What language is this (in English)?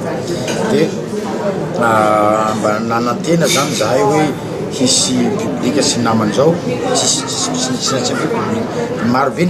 Malagasy